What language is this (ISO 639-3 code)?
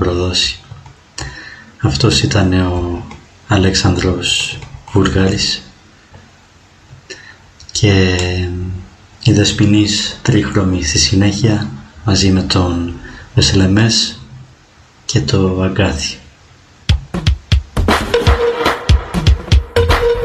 ell